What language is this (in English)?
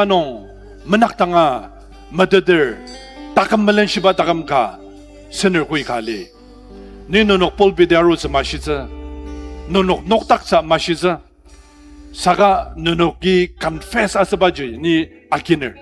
Ao Naga